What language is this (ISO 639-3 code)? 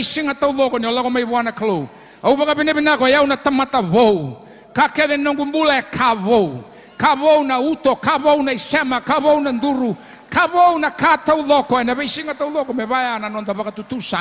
fij